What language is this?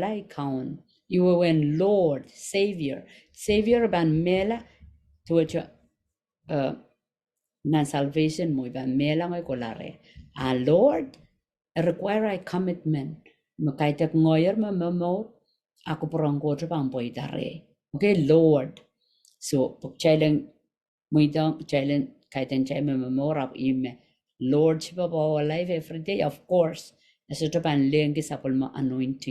Pohnpeian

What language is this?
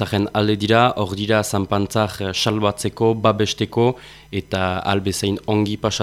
Basque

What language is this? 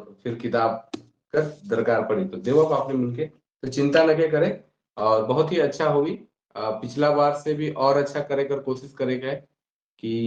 Sadri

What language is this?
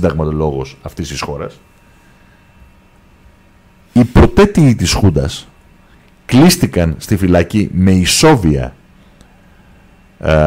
Greek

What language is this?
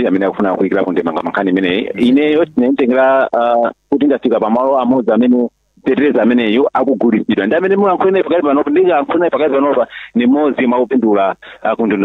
Nyanja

